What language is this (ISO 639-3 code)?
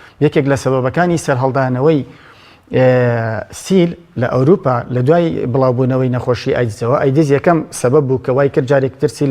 ckb